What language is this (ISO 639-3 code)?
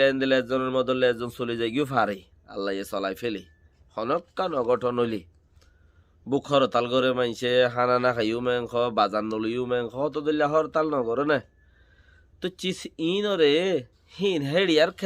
rhg